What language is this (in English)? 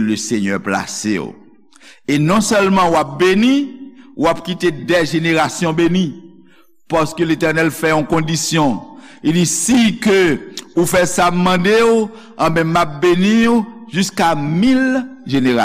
Haitian Creole